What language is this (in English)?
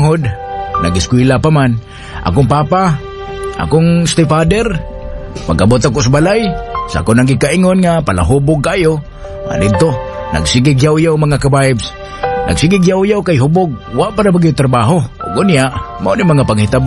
Cebuano